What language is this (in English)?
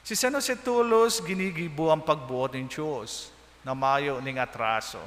Bikol